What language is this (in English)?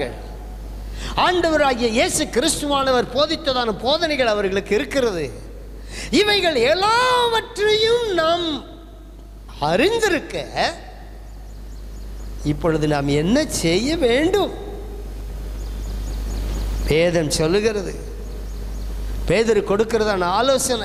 Tamil